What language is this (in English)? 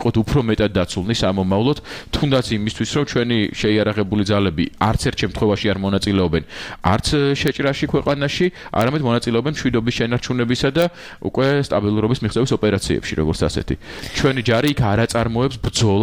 Georgian